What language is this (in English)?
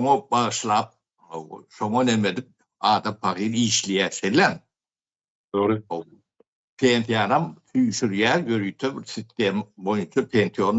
Turkmen